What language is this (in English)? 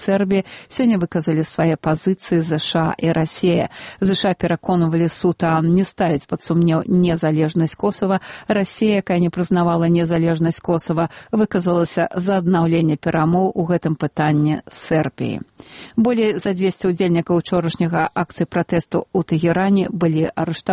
Belarusian